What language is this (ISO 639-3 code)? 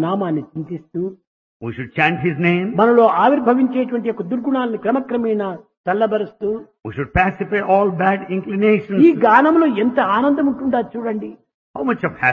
tel